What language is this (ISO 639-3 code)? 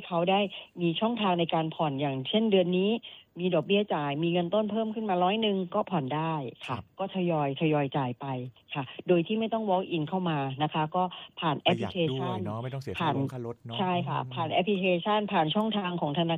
tha